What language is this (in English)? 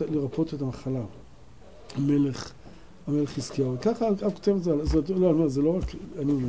Hebrew